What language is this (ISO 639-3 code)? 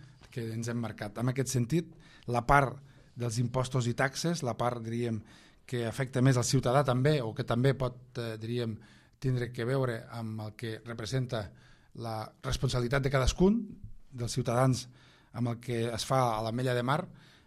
cat